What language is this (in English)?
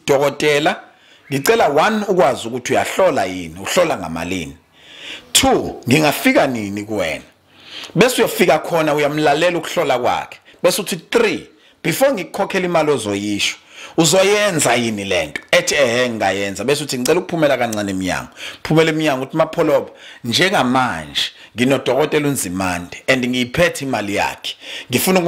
Zulu